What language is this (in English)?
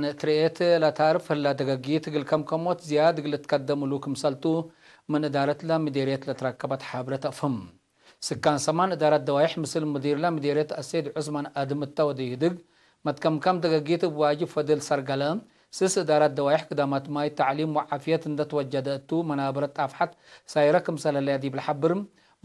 Tigre